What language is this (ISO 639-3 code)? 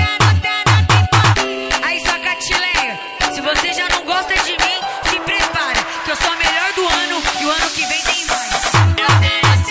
por